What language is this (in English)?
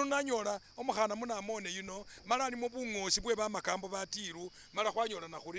Masaaba